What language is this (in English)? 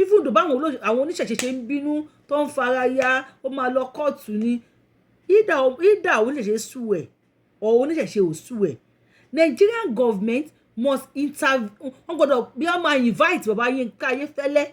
Yoruba